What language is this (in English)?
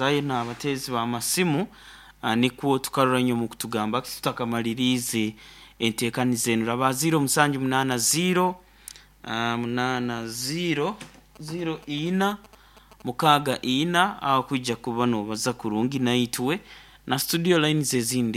Nyoro